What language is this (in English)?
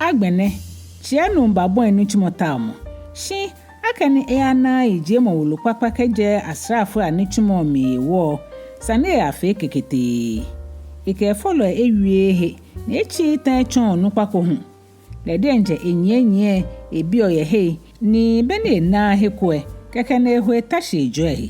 Ga